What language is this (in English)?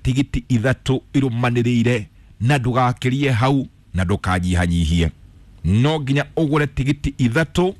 Kikuyu